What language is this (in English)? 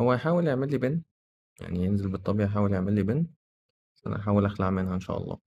Egyptian Arabic